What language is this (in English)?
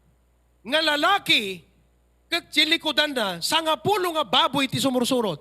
Iloko